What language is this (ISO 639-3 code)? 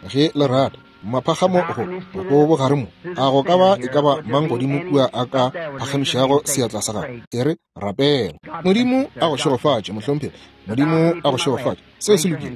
nso